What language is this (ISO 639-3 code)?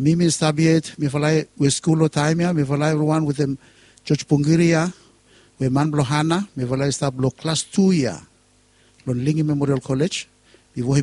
bis